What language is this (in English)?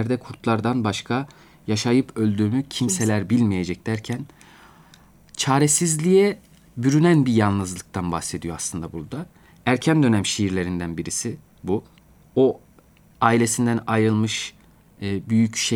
Turkish